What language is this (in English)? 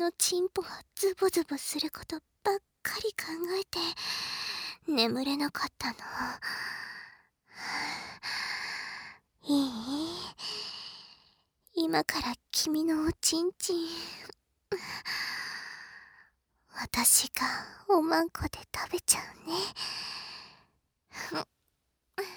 Japanese